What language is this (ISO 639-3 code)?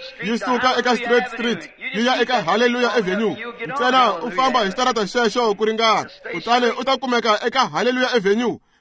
tso